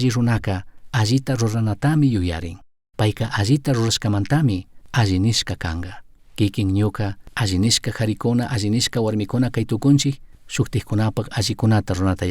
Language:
Chimborazo Highland Quichua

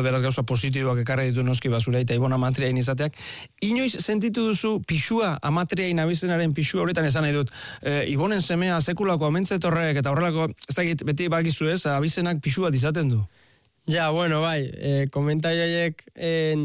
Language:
Basque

